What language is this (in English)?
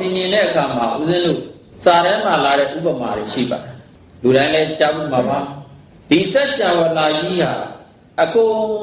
Burmese